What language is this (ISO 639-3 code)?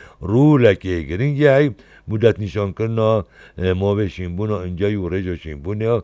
kur